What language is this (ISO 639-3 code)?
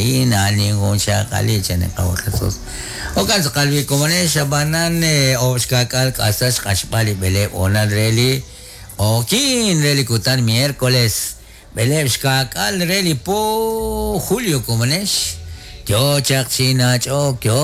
kek